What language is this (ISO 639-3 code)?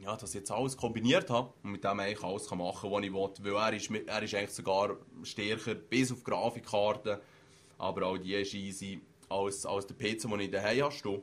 gsw